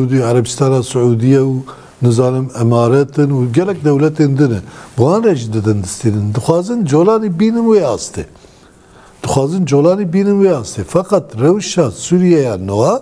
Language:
Kurdish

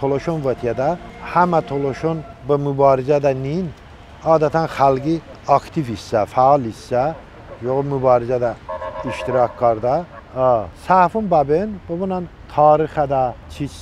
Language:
Talysh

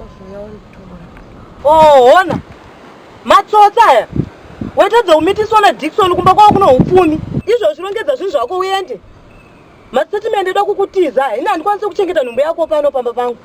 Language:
Shona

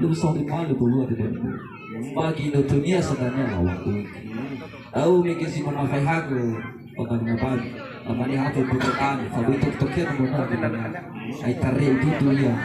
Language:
Nias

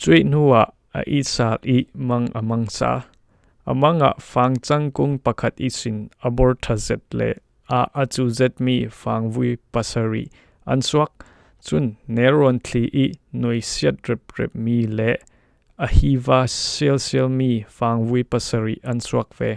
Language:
Falam Chin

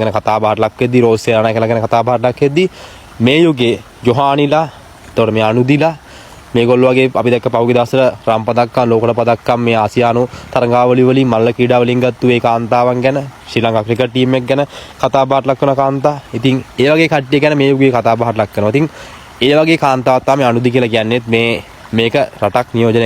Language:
Sinhala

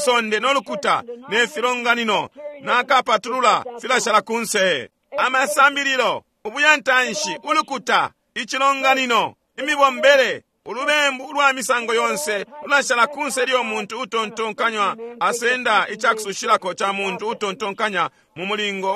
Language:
Bemba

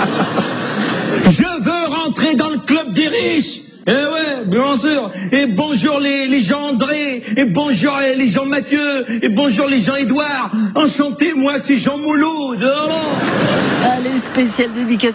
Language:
French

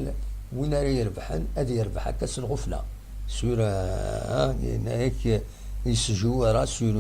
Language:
Kabyle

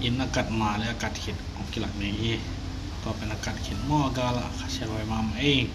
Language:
Tedim Chin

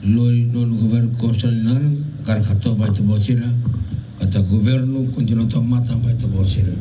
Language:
Tetum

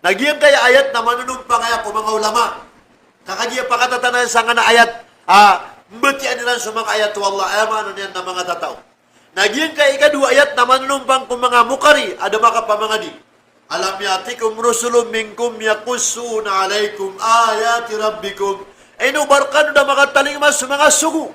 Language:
Maranao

